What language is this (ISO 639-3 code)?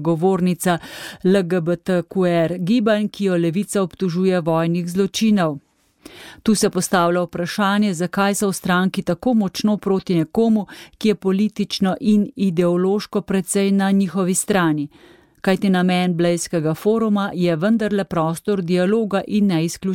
slv